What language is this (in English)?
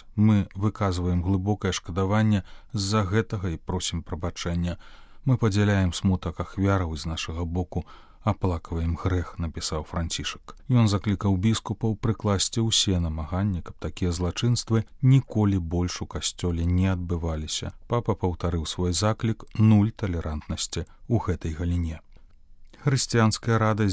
Belarusian